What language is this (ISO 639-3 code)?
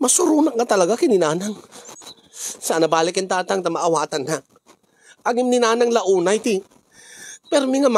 ilo